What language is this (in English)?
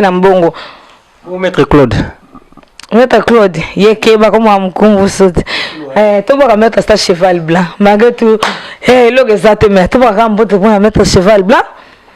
Lingala